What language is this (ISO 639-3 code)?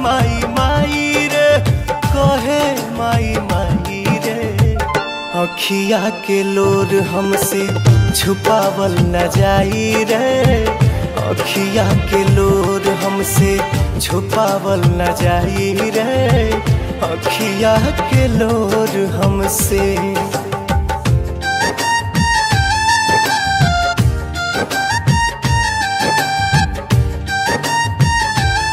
bho